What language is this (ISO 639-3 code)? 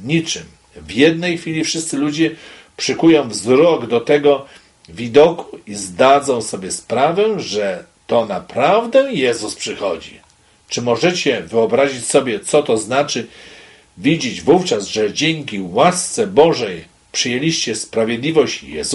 pol